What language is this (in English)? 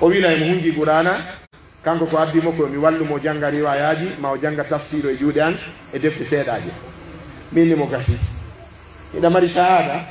Pular